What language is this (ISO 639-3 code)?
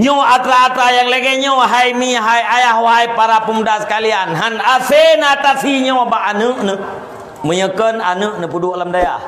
ace